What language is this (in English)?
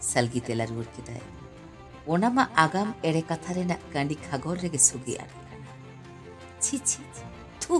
Santali